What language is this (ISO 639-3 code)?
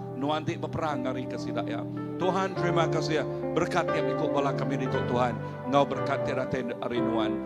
iba